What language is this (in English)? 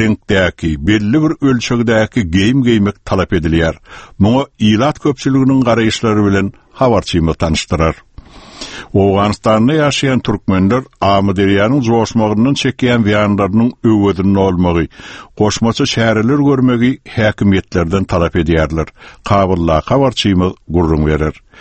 Turkmen